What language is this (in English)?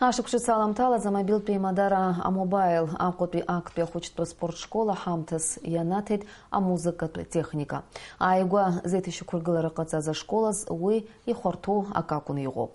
Abkhazian